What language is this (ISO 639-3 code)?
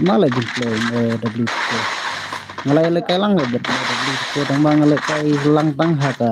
kha